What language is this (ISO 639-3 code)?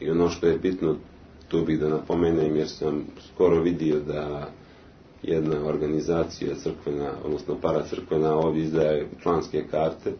srp